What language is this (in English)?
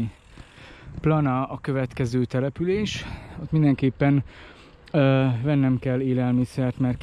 Hungarian